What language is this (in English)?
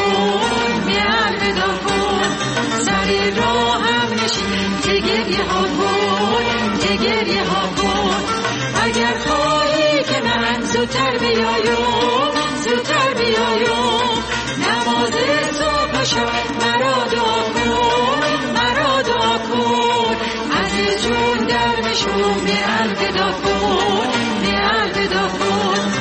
Persian